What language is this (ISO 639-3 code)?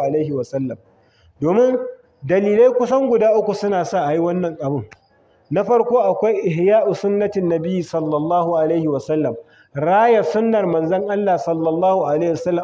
hau